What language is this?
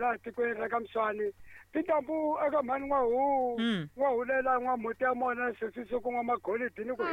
Tsonga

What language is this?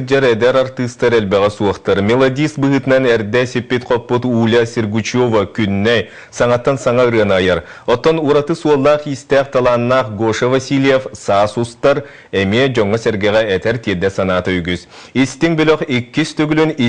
Yakut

